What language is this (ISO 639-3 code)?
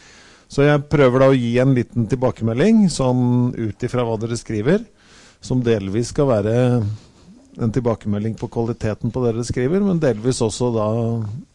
nor